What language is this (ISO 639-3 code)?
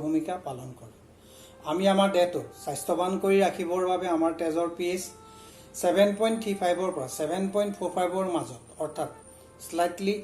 asm